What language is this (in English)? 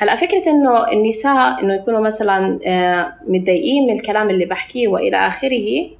North Levantine Arabic